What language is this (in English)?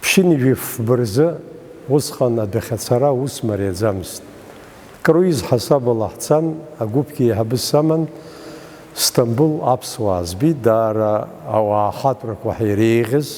Abkhazian